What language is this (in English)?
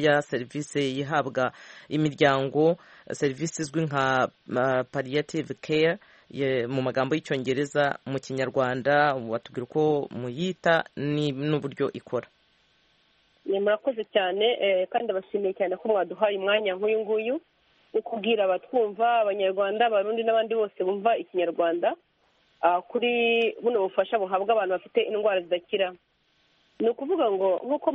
Kinyarwanda